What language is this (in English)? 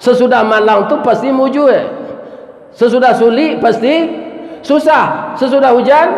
Minangkabau